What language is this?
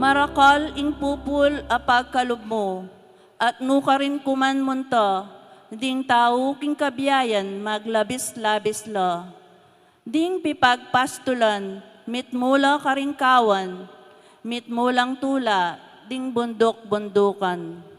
Pampanga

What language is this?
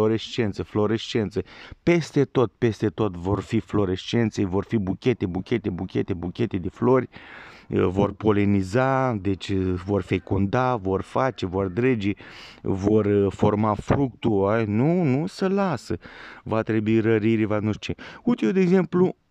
Romanian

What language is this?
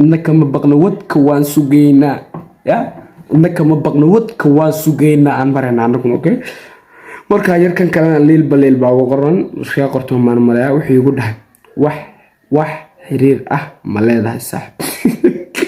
Somali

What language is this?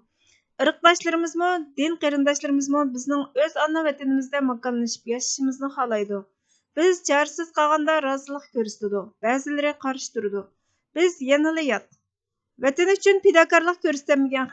Uyghur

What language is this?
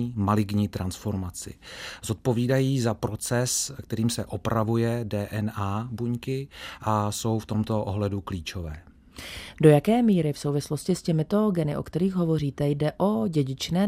Czech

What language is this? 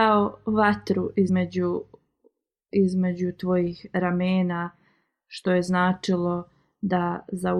Bosnian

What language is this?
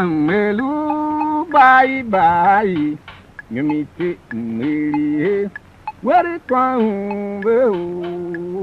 Tiv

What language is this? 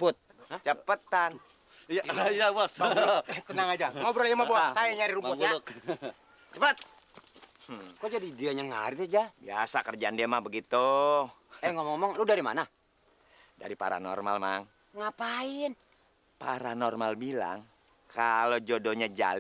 Betawi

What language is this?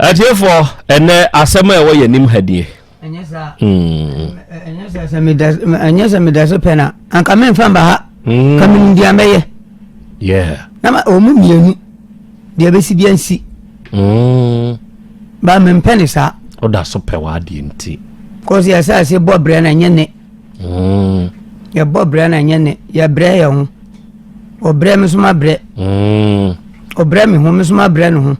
Akan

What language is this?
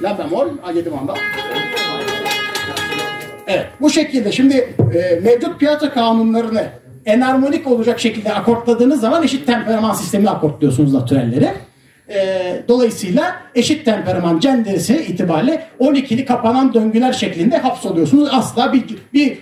Turkish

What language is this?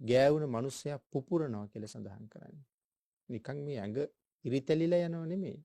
Sinhala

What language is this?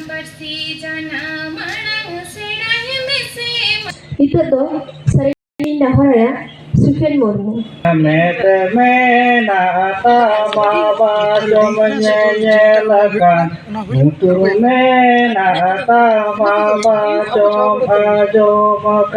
Santali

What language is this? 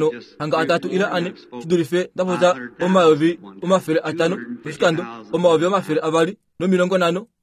Kuanyama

